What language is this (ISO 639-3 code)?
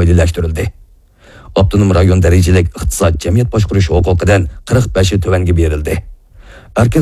uig